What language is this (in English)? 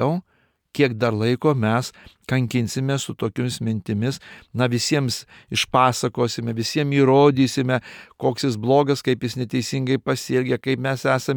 Lithuanian